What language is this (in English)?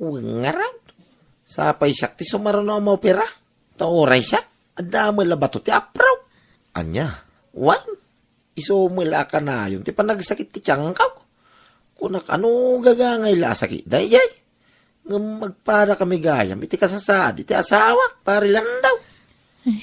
Iloko